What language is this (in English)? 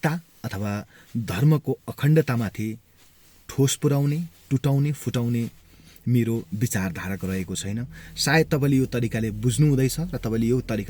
Nepali